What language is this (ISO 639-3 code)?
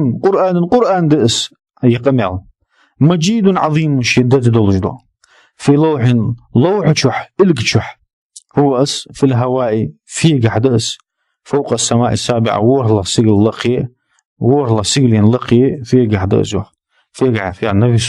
inh